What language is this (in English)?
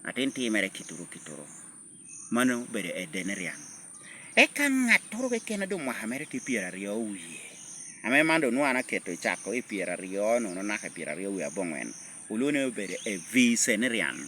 Lango (Uganda)